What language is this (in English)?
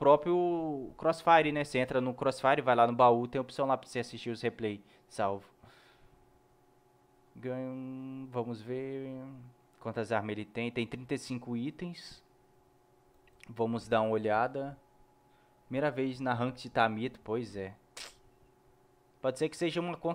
Portuguese